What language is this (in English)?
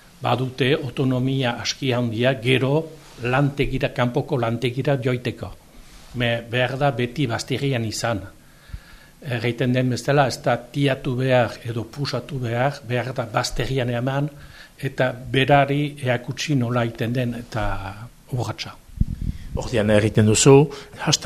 Basque